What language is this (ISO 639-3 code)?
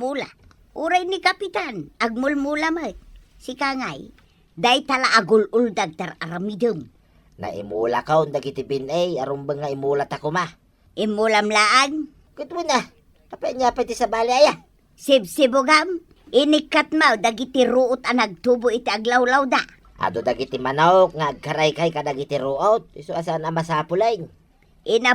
ilo